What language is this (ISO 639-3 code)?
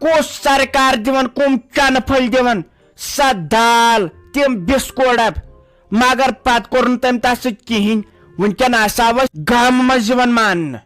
kas